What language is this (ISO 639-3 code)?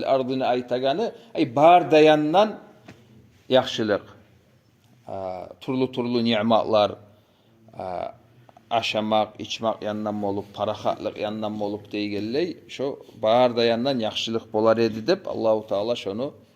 kum